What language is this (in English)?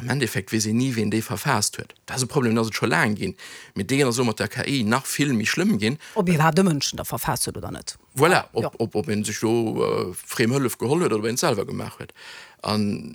Luxembourgish